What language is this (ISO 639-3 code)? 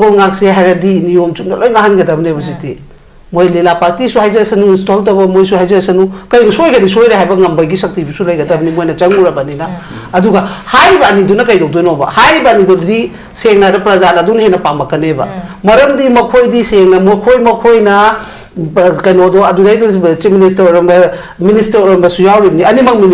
mni